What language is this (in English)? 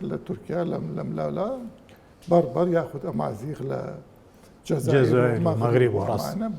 Central Kurdish